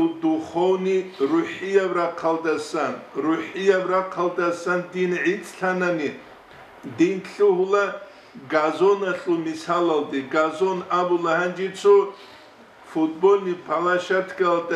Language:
Avaric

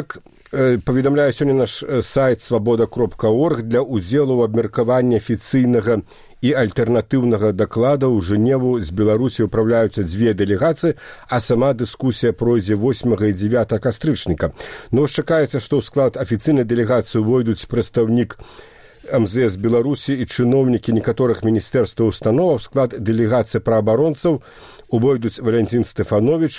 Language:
Belarusian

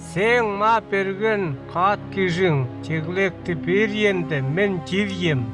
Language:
Northern Altai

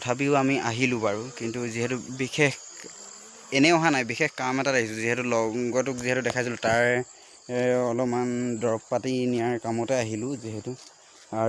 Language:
Assamese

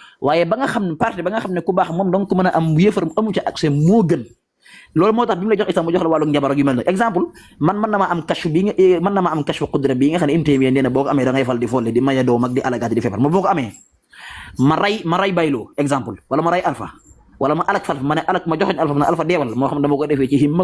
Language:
Wolof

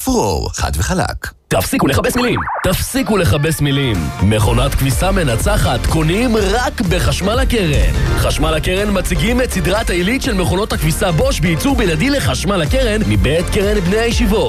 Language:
Hebrew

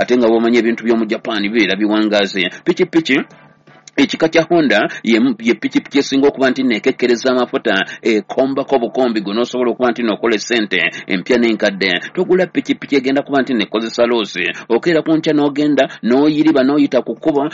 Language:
Ganda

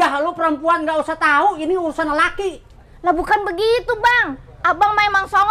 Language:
Betawi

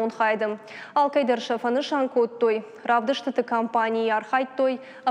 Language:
Ossetic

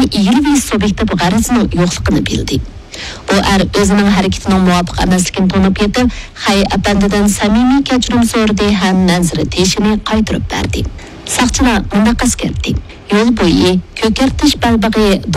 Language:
Uyghur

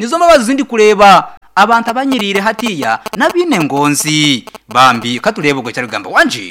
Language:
Nyankole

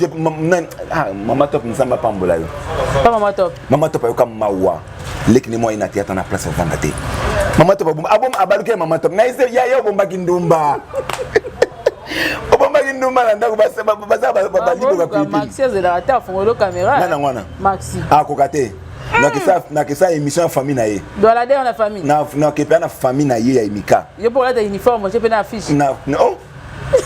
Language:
Lingala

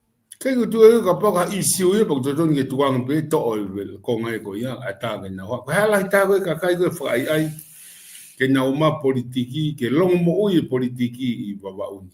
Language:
Tongan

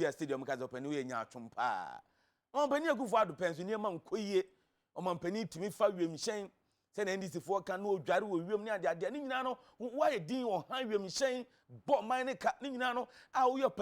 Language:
Akan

